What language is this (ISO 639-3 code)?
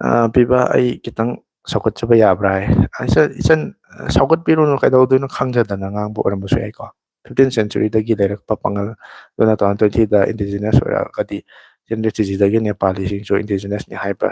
mni